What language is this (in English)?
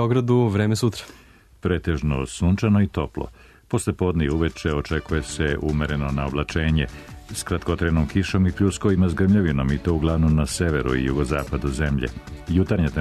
Serbian